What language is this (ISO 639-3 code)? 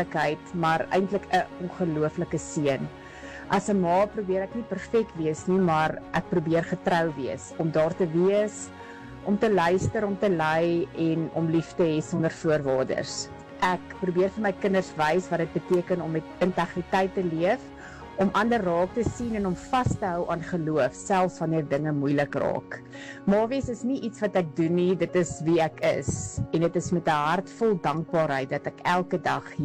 afr